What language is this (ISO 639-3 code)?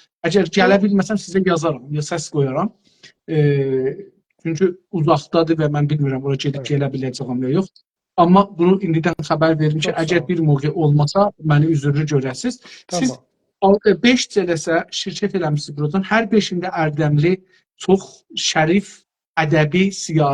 azb